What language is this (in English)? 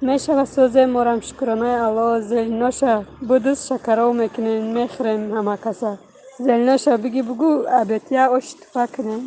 Tajik